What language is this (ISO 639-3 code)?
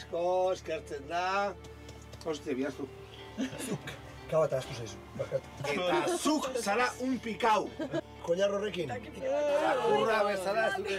eus